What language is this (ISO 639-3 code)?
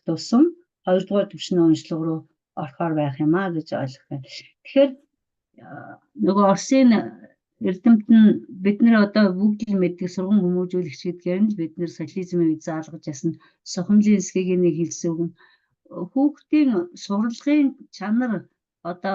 mon